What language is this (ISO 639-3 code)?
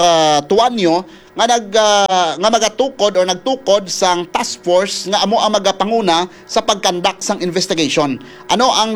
hil